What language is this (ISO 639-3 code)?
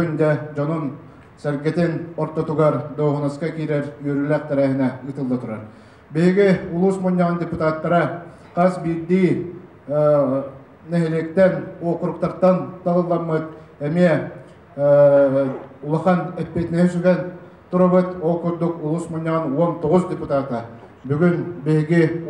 sah